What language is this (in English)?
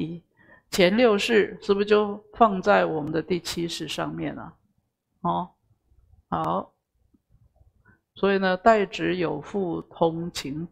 Chinese